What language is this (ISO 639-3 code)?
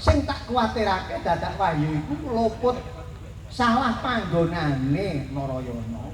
jav